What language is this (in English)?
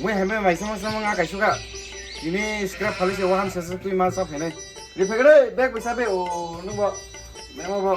Kok Borok